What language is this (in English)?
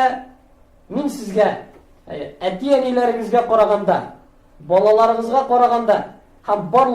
Tatar